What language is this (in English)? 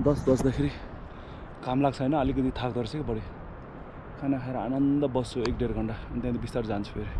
Nepali